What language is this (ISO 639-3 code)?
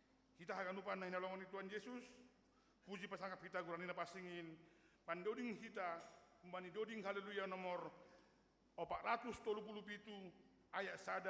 bts